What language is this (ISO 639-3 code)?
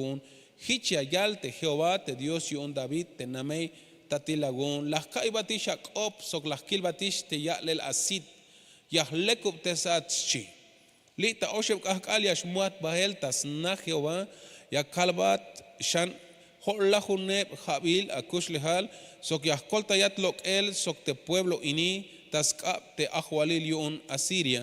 tzh